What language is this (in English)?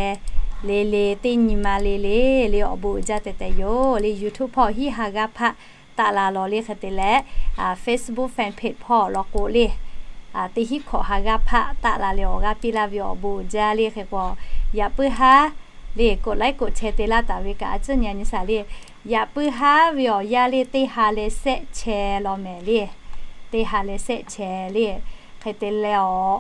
Lahu